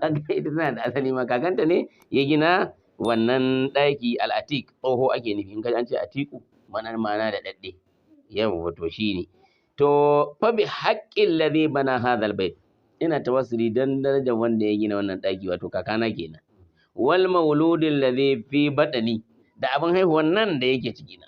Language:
Hausa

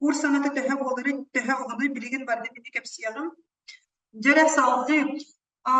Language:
Yakut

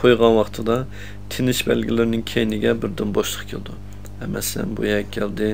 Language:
Uyghur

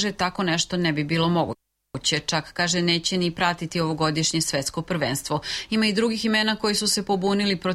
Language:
Serbian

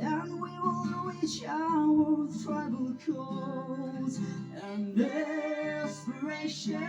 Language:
Yimchungru Naga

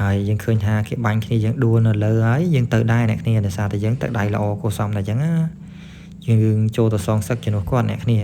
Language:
Khmer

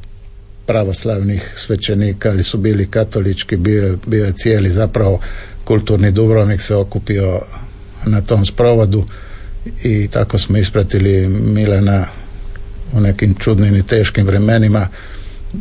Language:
Croatian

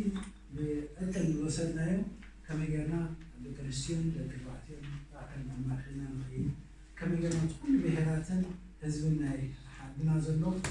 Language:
Tigrinya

